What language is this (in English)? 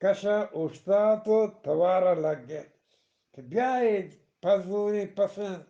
Eastern Balochi